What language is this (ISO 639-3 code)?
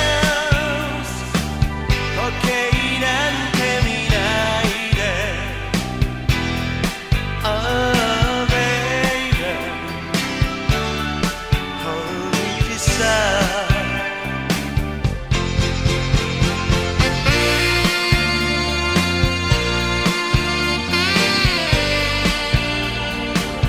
jpn